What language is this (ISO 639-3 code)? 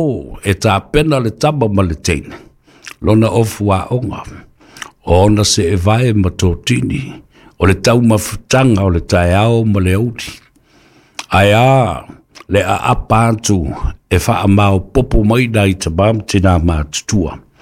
smo